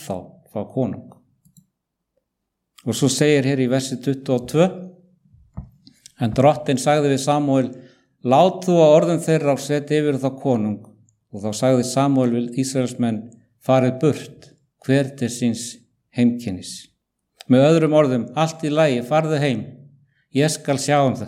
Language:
Icelandic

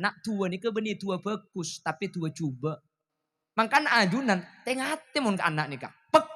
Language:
Madurese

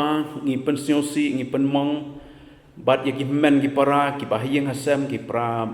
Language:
Khasi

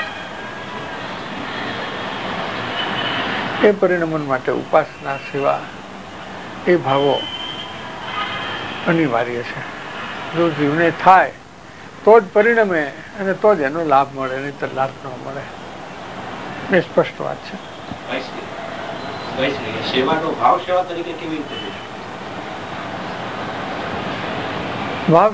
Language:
Gujarati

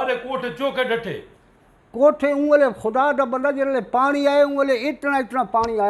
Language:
Saraiki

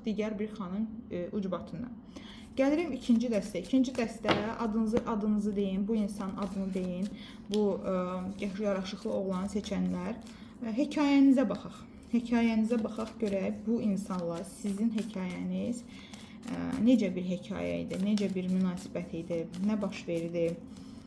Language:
Azerbaijani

